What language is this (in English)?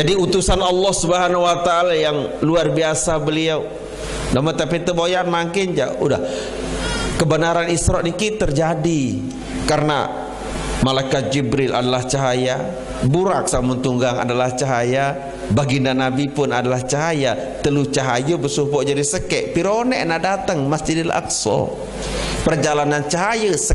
Sasak